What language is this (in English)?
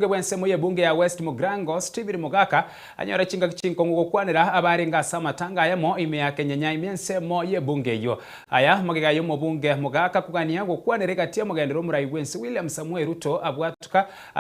Gusii